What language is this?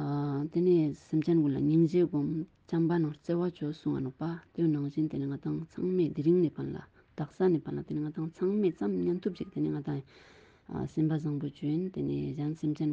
Ladakhi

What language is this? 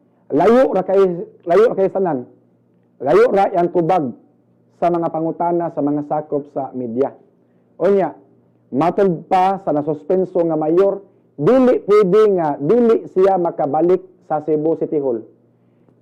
Cebuano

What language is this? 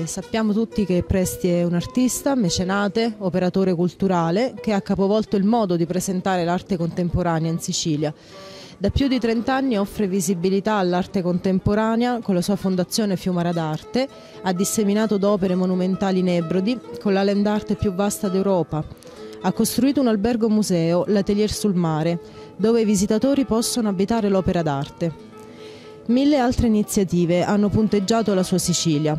Italian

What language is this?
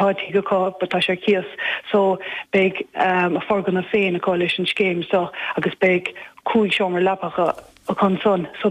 Irish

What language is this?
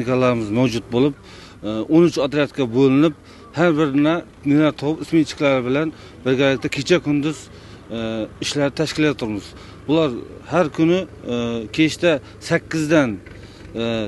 Uzbek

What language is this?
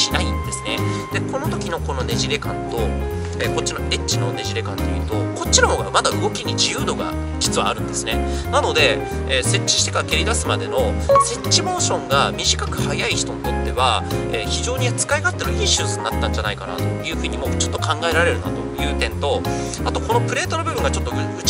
Japanese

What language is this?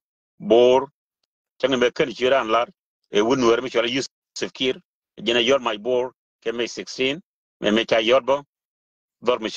Nuer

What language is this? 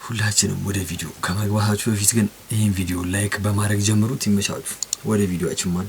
Amharic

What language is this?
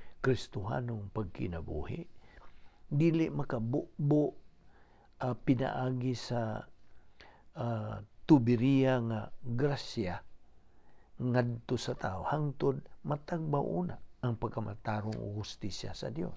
Cebuano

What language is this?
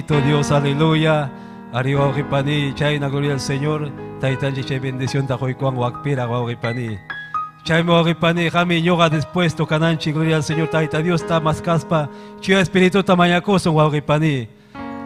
Ayacucho Quechua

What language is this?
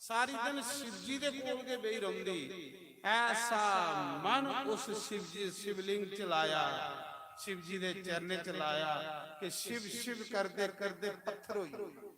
Dogri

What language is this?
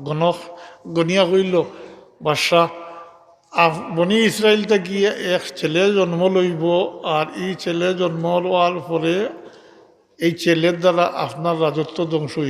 Sylheti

